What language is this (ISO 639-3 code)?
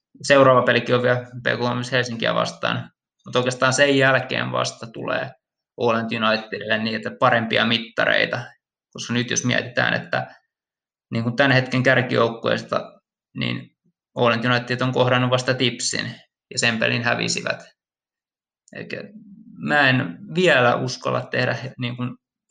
fin